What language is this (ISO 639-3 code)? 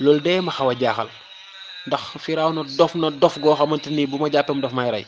wol